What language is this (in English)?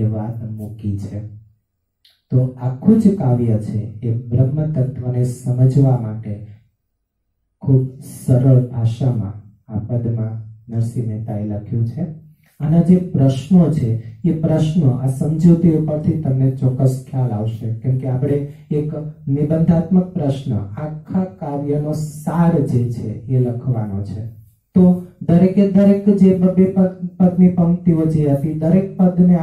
Gujarati